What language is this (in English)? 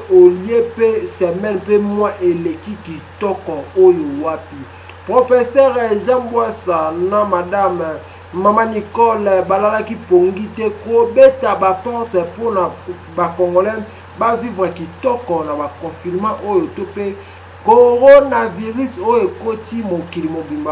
Lingala